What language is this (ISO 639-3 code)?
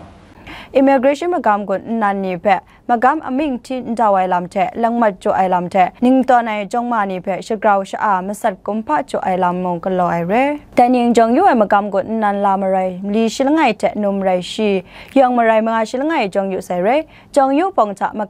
kac